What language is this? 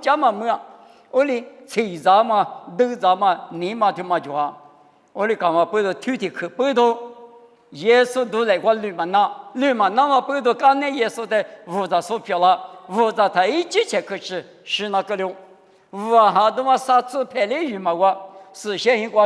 Lisu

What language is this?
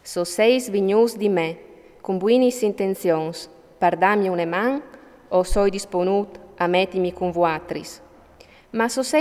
Friulian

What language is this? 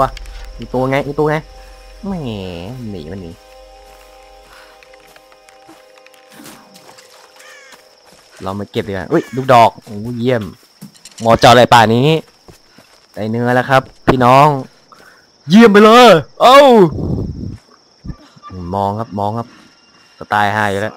Thai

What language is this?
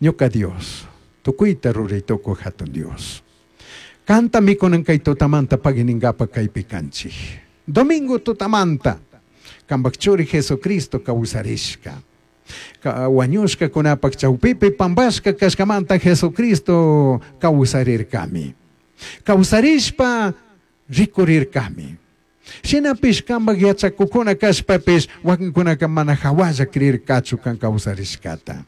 Chimborazo Highland Quichua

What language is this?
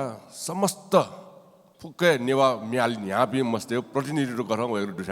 Newari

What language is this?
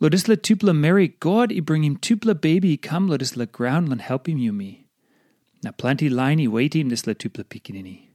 Tok Pisin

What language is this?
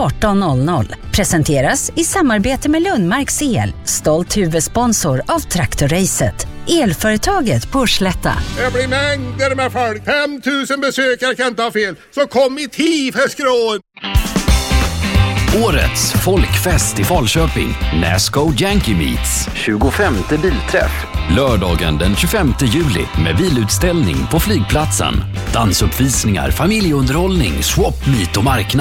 Swedish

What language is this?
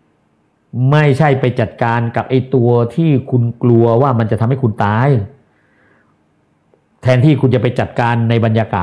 Thai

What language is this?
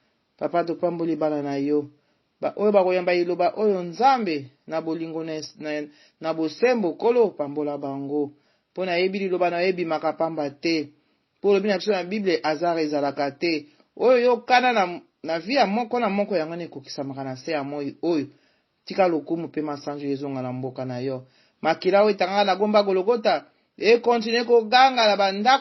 Lingala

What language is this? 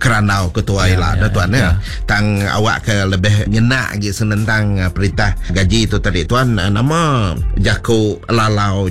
Iban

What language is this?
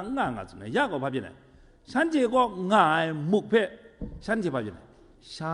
Kachin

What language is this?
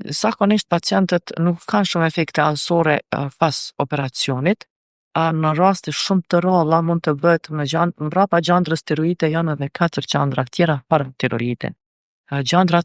Albanian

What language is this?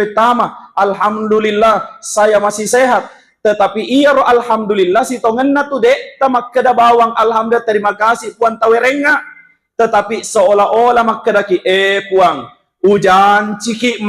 Buginese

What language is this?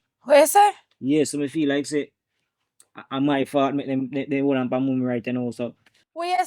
Jamaican Creole English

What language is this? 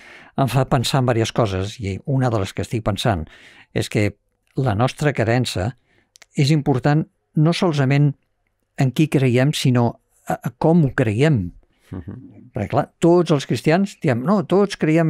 Catalan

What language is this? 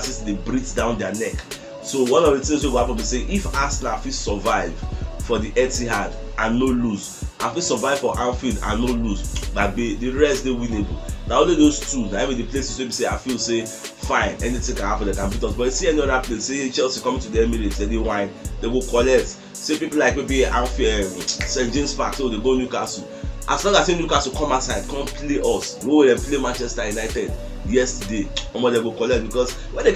Nigerian Pidgin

